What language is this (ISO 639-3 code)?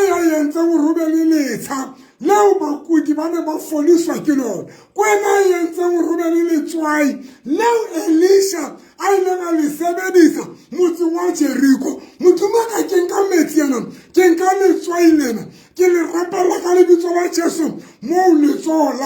sot